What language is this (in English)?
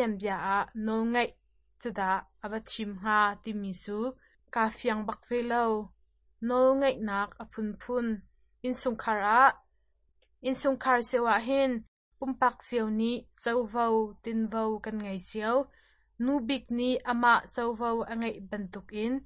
Hakha Chin